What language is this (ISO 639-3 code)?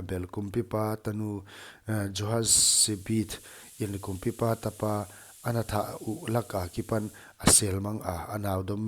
pck